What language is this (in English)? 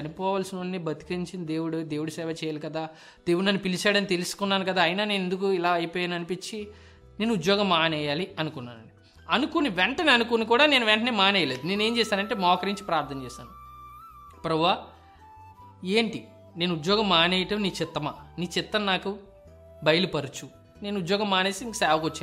Telugu